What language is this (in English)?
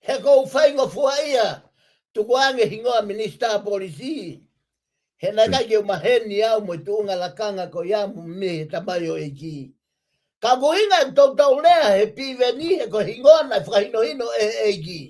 Tongan